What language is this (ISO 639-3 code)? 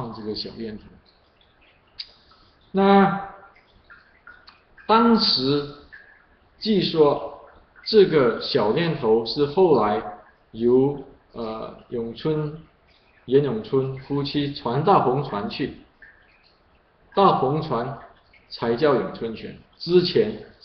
zho